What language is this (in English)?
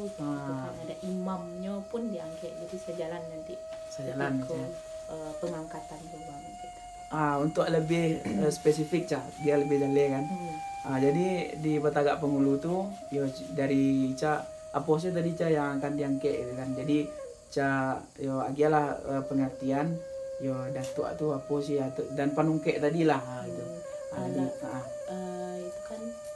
Minangkabau